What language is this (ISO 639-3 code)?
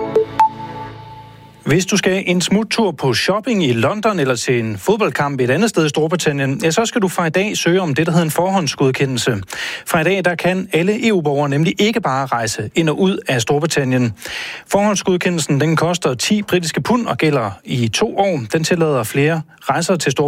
dan